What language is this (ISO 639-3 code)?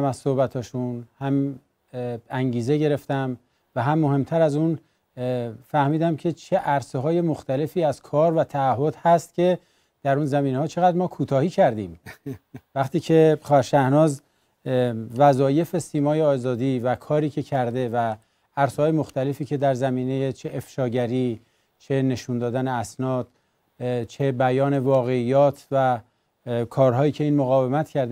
fas